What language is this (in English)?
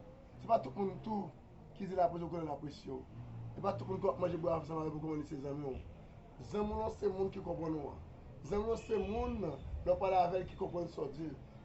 Haitian Creole